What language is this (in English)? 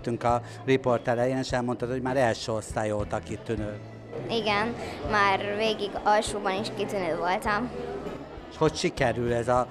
Hungarian